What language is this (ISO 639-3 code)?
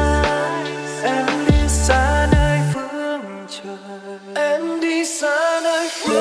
vie